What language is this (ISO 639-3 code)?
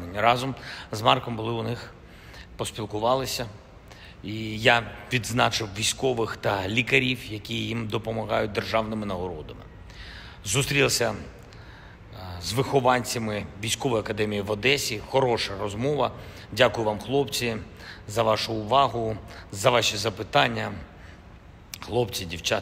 ukr